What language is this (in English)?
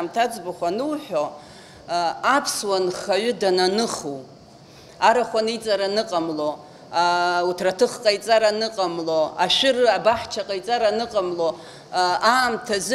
Abkhazian